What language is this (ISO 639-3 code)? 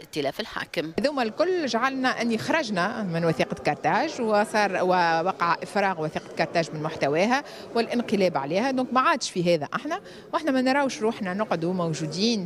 aeb